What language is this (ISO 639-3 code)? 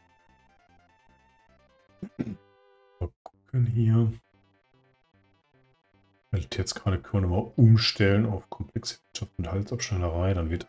deu